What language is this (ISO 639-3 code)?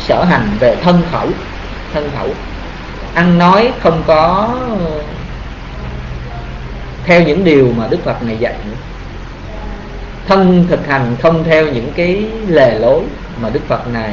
vie